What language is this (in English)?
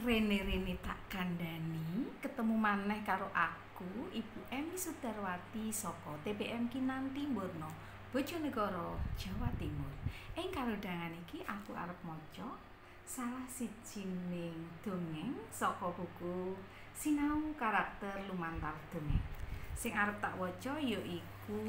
Javanese